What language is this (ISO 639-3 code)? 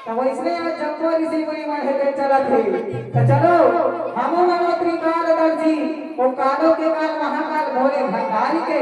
hne